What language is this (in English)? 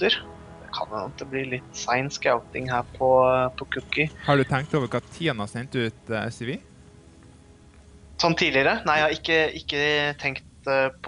Norwegian